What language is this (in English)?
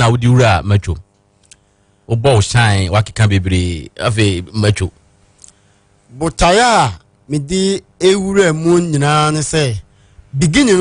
Akan